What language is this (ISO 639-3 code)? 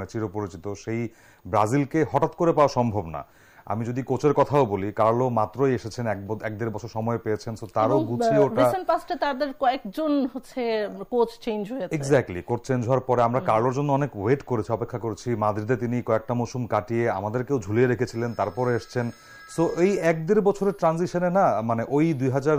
ben